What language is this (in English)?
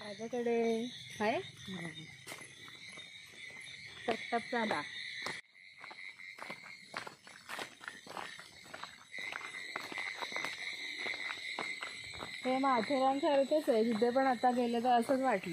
Marathi